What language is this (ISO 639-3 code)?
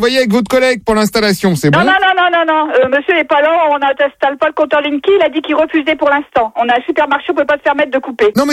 fra